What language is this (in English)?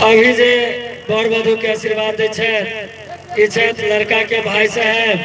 Maithili